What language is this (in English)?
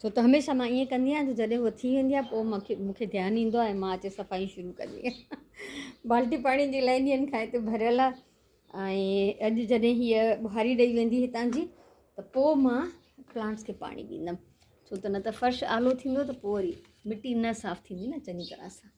Sindhi